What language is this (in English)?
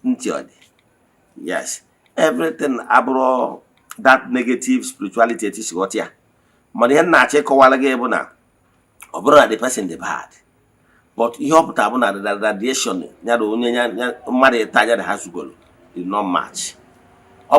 Igbo